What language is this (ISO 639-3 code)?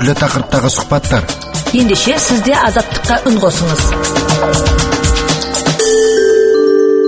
kaz